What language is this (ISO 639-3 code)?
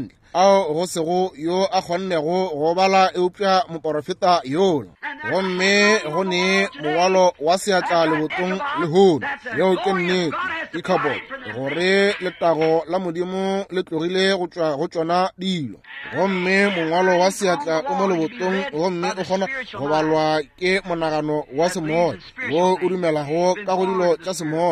nso